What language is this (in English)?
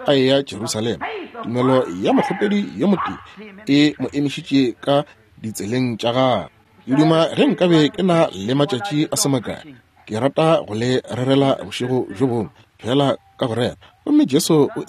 Northern Sotho